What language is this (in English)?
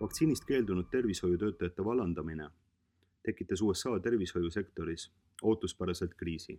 Estonian